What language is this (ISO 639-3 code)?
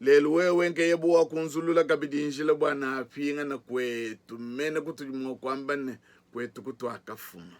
lua